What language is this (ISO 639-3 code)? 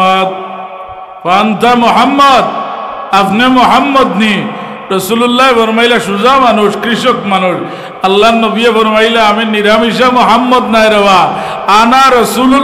syl